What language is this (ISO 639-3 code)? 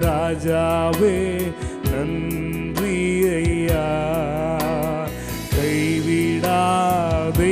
tam